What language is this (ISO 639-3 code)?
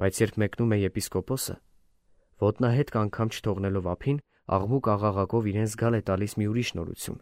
hye